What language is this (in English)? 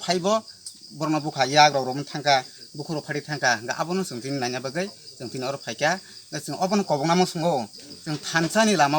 Kok Borok